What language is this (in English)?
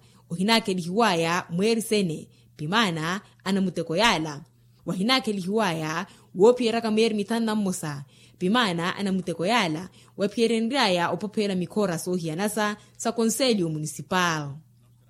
Makhuwa